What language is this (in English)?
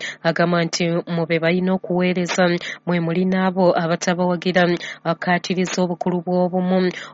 Ganda